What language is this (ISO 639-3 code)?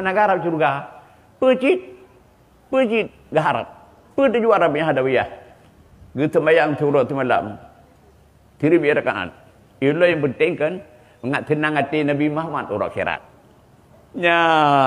ace